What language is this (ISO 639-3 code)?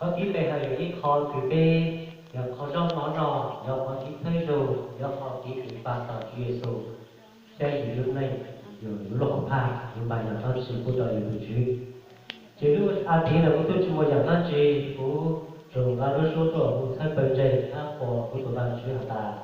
hmn